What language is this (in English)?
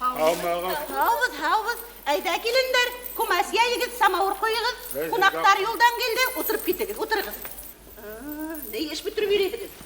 Bashkir